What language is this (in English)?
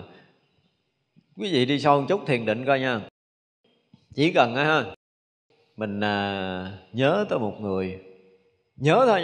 Vietnamese